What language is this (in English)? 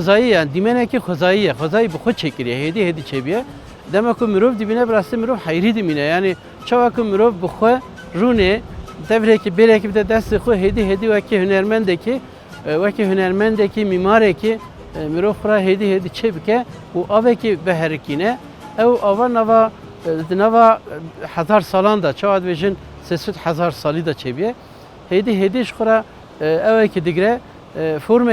Kurdish